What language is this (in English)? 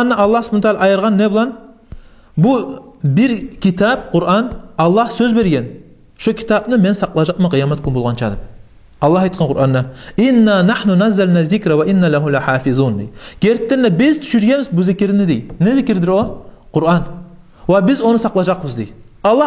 Kumyk